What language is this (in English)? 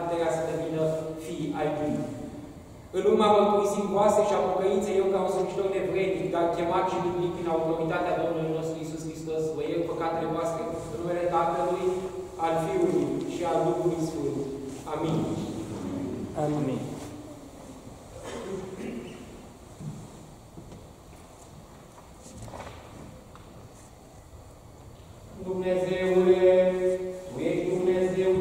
Romanian